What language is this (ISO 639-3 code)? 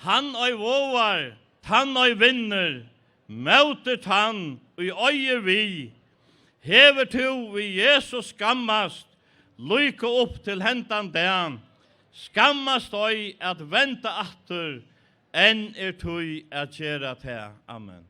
fao